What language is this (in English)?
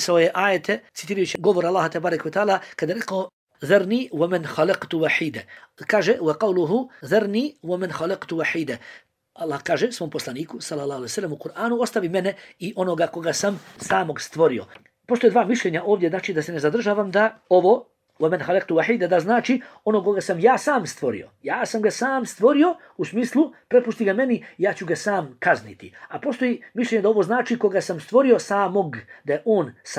Bosnian